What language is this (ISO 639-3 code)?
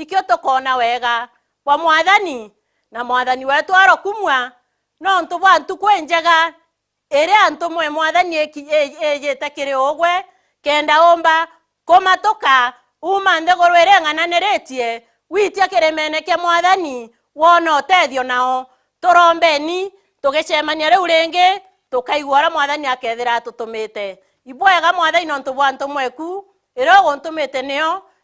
mer